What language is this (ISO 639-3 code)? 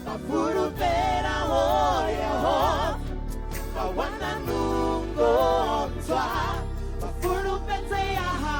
ven